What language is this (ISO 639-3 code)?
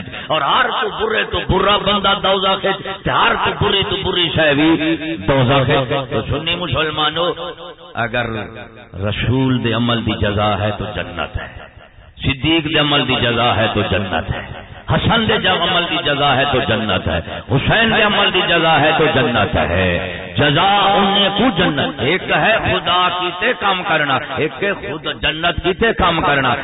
skr